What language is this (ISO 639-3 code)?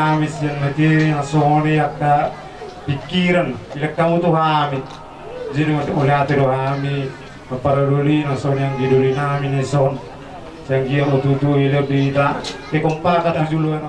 bbc